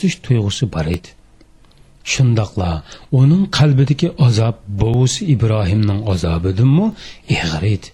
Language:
Uyghur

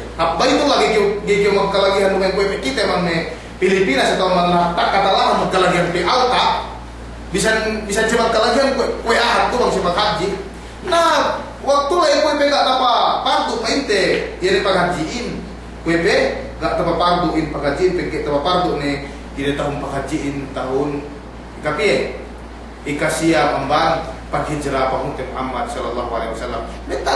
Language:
Yakan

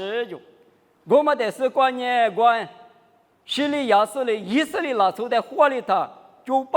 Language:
Lisu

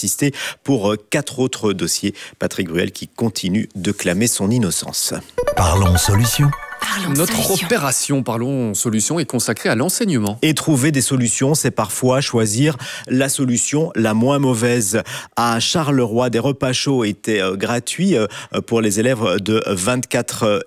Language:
French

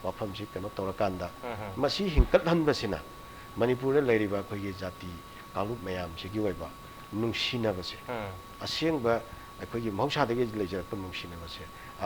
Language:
Manipuri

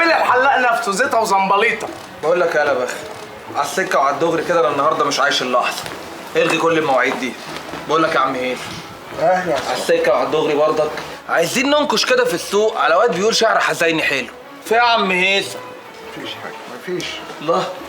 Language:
Egyptian Arabic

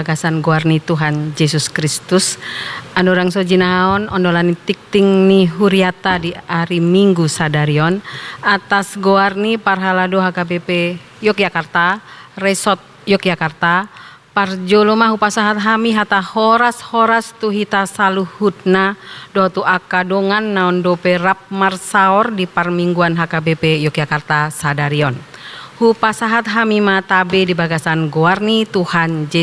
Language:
Batak Toba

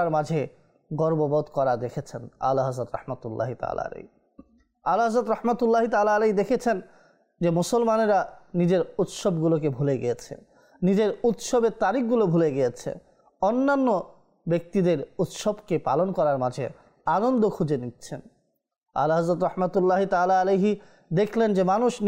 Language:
Bangla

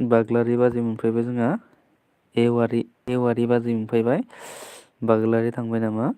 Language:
Bodo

